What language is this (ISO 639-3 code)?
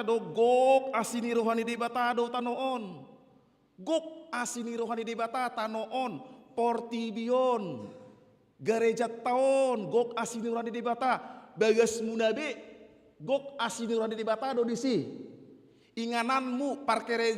bbc